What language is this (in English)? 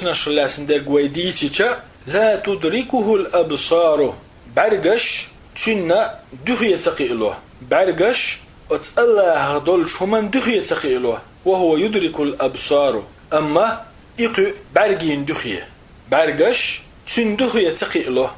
Chechen